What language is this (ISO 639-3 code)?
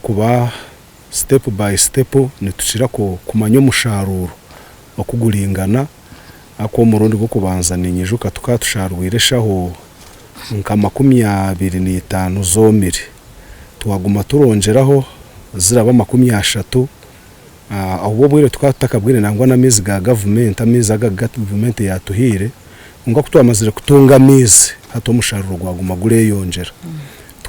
nyn